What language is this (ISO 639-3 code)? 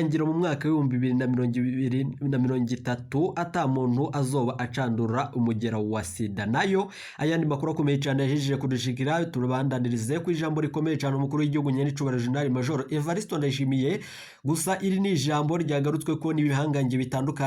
run